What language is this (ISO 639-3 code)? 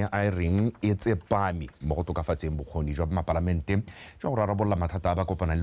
tsn